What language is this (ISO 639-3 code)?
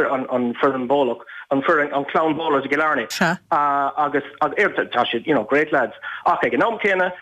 gle